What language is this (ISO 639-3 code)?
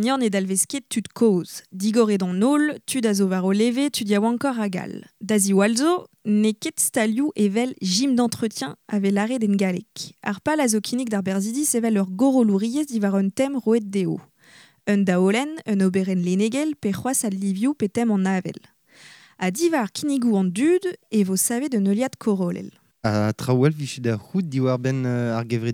bre